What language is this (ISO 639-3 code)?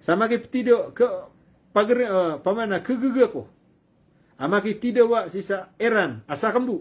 mrw